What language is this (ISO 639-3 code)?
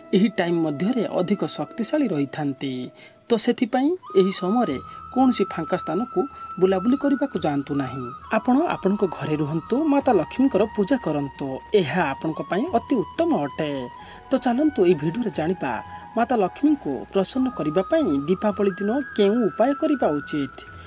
ori